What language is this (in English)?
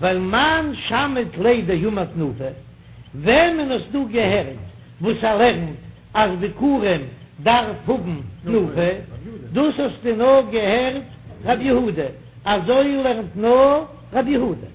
Yiddish